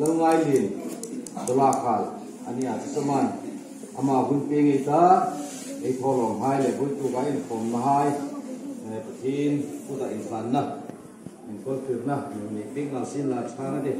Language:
Hmar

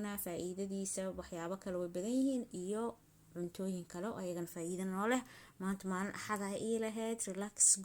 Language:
Somali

